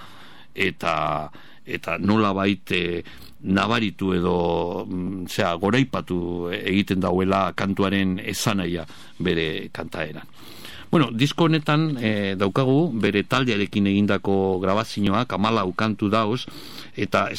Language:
Basque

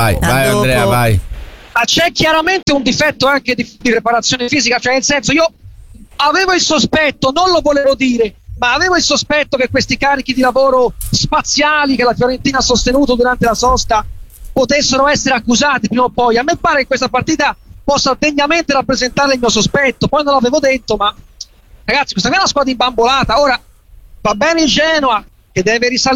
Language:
Italian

